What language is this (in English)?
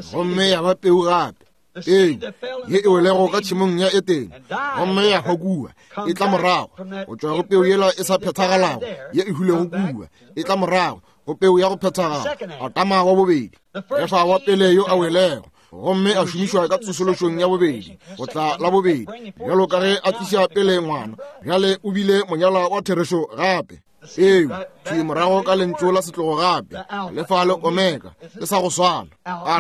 Northern Sotho